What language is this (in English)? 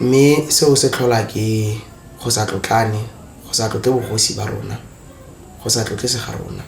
Tswana